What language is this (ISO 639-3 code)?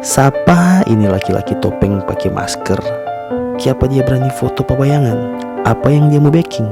xmm